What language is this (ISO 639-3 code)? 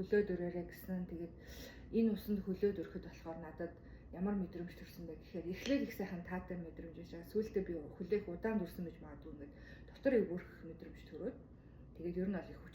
mon